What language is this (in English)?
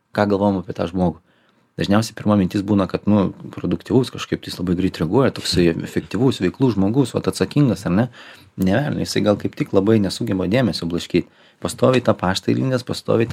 Lithuanian